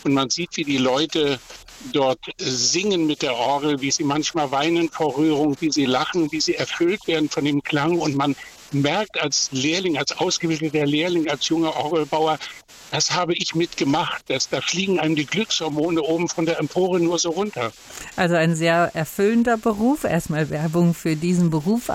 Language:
German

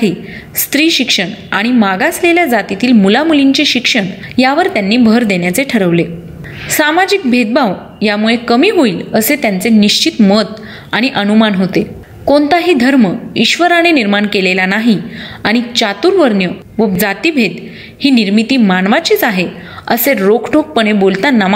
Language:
Marathi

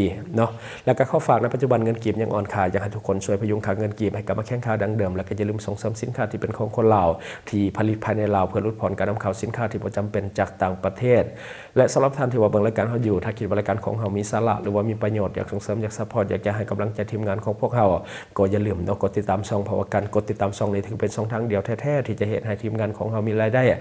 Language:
Lao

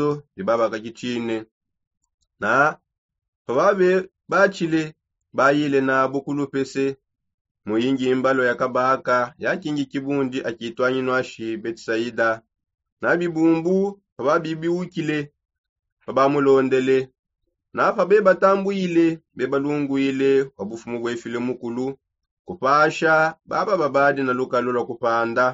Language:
Songe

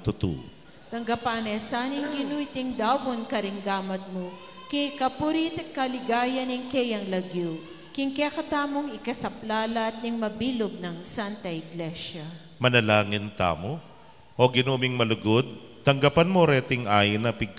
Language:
Pampanga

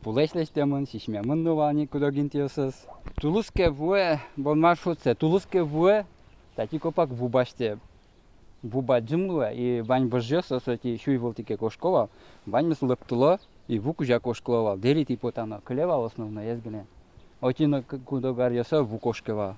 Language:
Udmurt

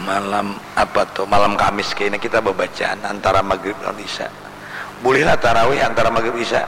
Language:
Banjar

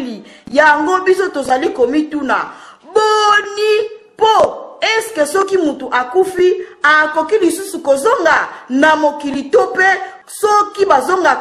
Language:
Lingala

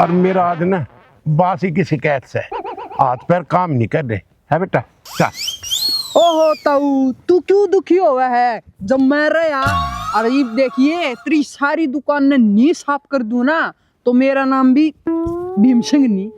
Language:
Haryanvi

